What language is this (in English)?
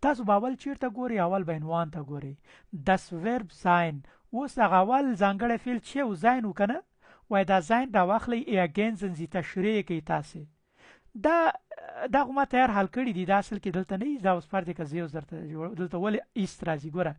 Pashto